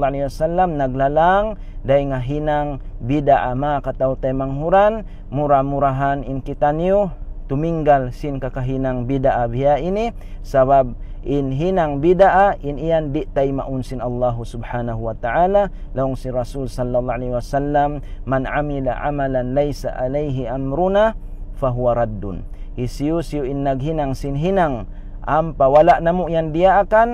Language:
Tausug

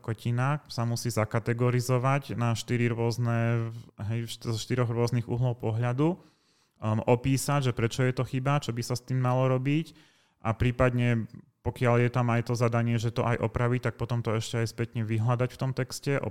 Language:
Slovak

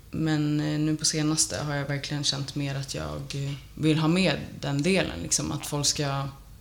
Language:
Swedish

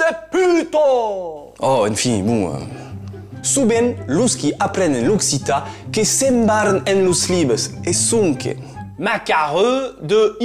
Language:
Occitan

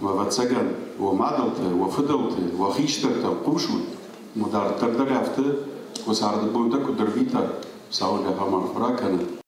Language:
Ossetic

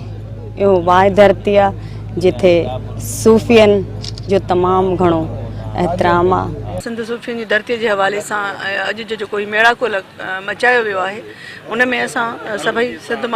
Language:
Sindhi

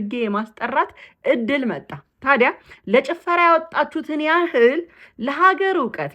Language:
Amharic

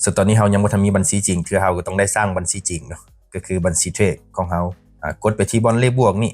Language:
Lao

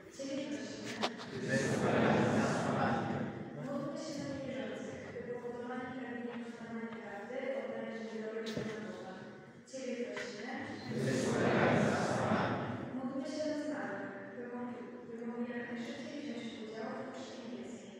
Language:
Polish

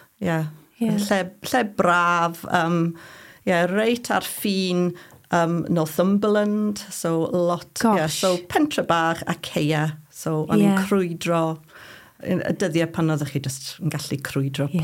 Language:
Welsh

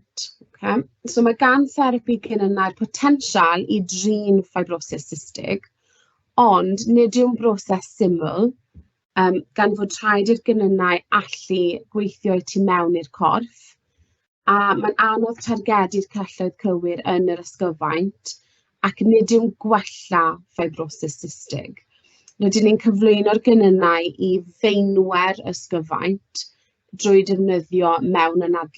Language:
Welsh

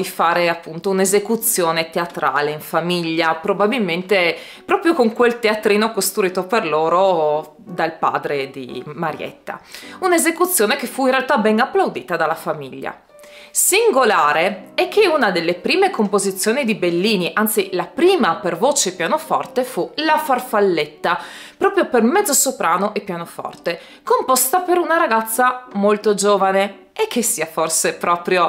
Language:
Italian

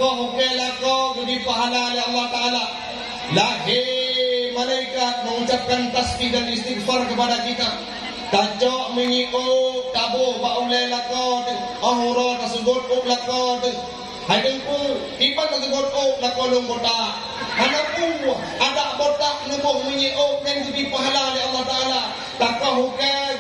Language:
Achinese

